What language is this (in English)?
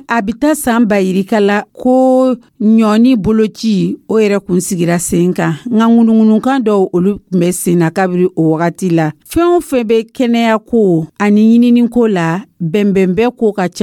Dyula